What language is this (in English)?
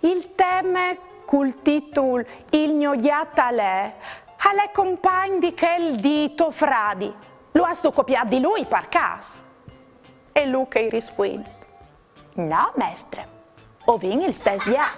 Friulian